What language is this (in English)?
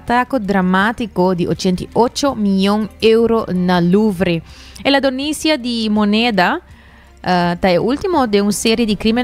Papiamento